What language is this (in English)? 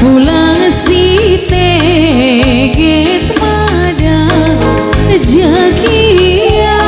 Batak Toba